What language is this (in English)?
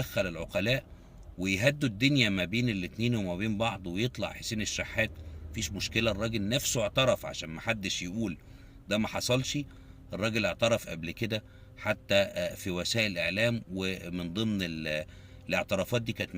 Egyptian Arabic